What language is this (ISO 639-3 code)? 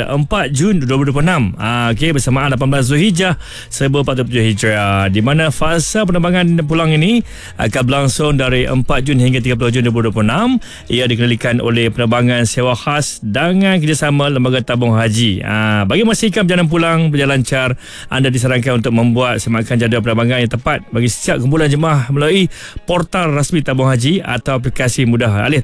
msa